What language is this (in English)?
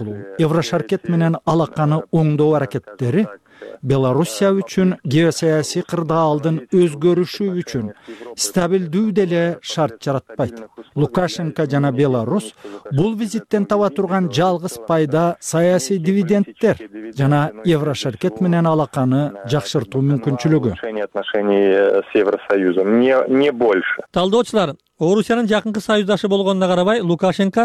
Kyrgyz